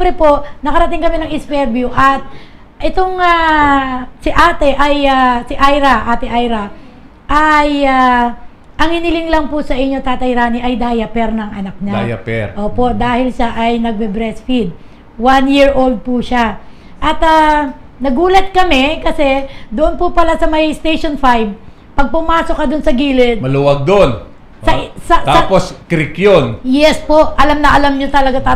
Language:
Filipino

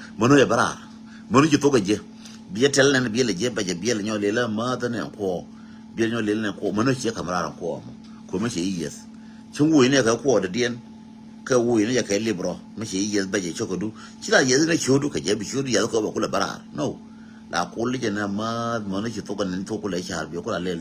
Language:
Nuer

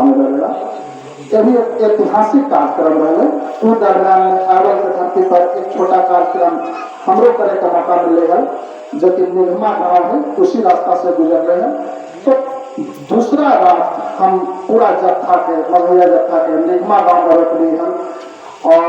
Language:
Magahi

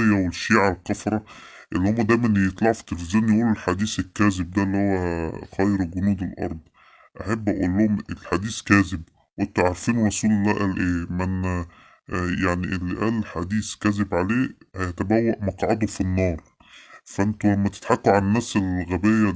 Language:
Egyptian Arabic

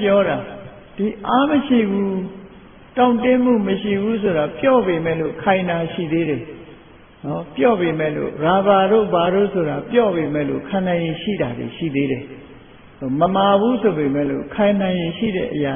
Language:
Burmese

